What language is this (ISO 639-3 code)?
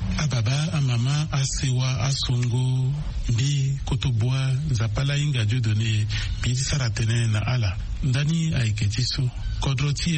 sag